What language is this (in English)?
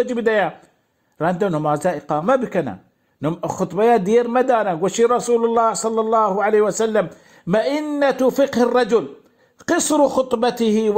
Baluchi